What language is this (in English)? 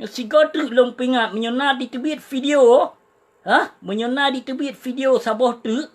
Achinese